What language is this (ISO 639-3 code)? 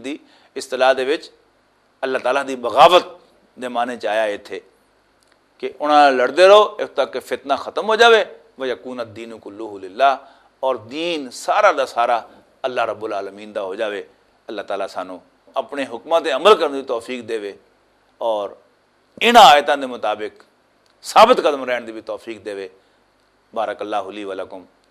lah